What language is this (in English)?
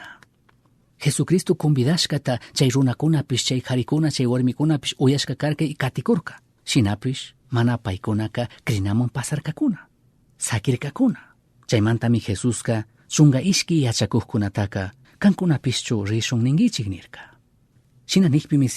Chimborazo Highland Quichua